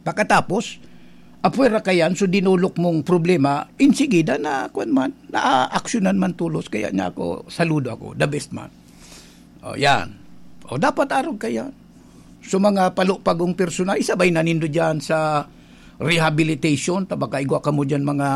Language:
Bikol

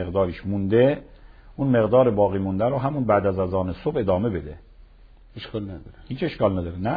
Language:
Persian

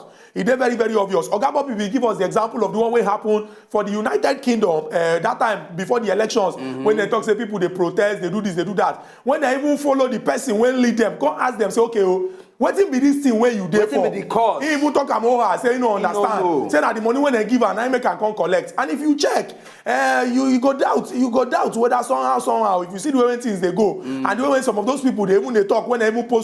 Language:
Nigerian Pidgin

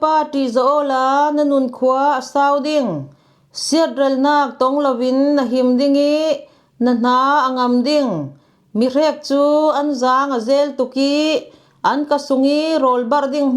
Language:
Falam Chin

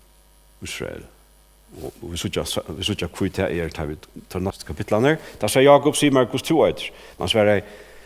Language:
Faroese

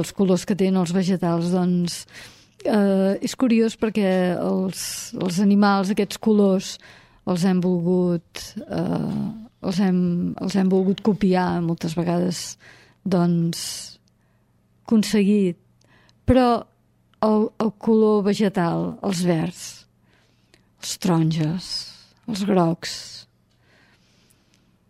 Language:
Catalan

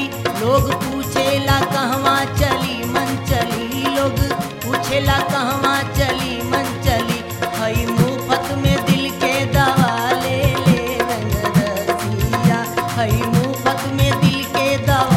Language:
Bhojpuri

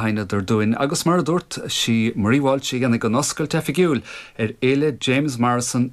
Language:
Irish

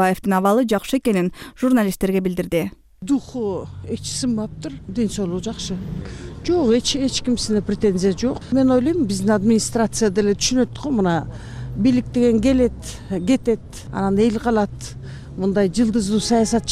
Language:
Kyrgyz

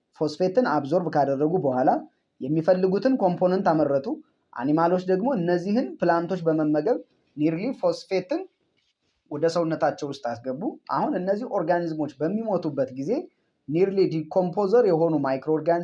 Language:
Amharic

